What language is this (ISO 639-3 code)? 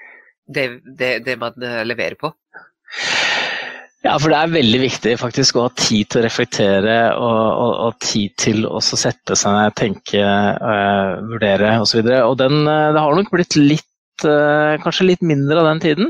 nor